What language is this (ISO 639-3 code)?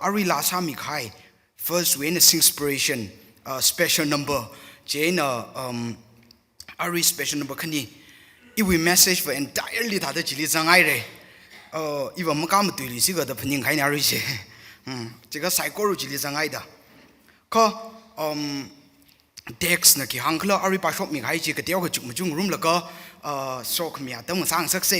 nmf